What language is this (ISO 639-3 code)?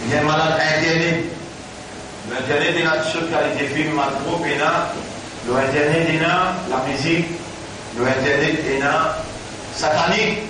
mfe